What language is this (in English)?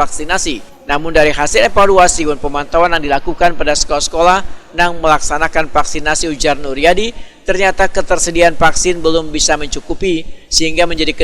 Banjar